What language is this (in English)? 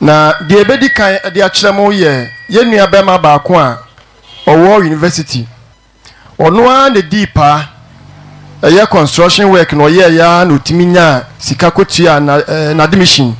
Akan